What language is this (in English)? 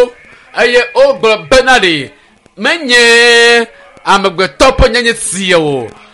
Ewe